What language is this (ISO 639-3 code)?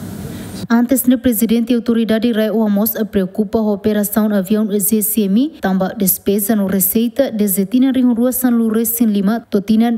tet